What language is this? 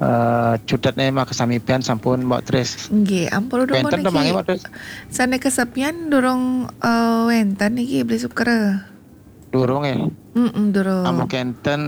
Balinese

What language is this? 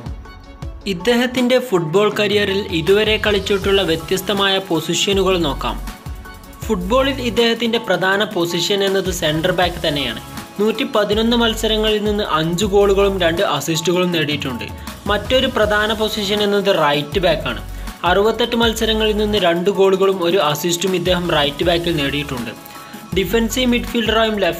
Malayalam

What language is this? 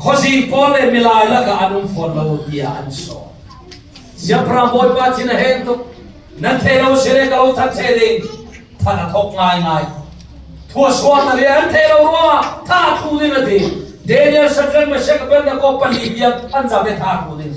Falam Chin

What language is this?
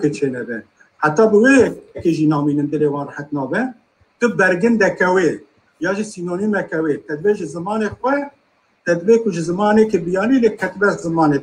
Kurdish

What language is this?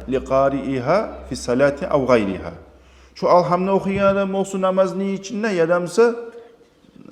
Kumyk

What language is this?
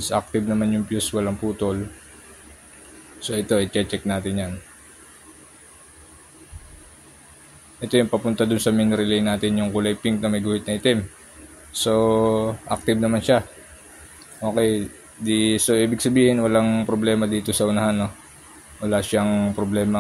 Filipino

